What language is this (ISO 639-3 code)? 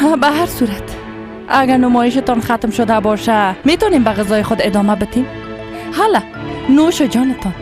fas